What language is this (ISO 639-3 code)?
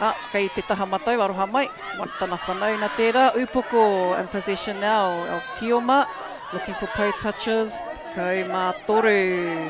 mri